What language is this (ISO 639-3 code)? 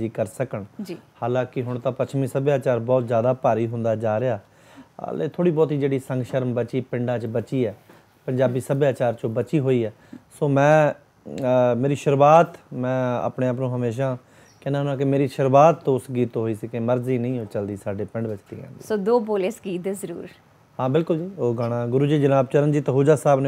pan